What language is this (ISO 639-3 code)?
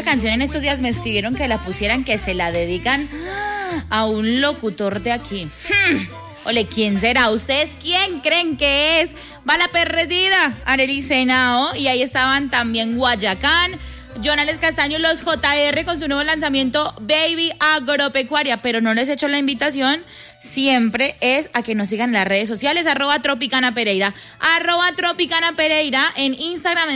spa